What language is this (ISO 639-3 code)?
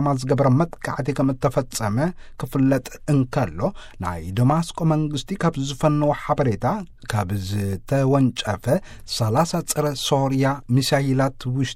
tir